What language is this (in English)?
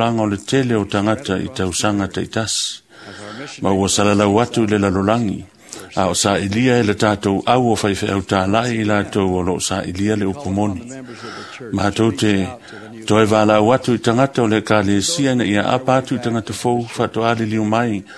Samoan